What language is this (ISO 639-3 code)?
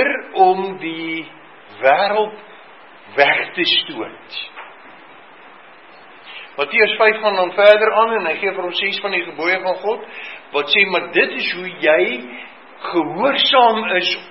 afr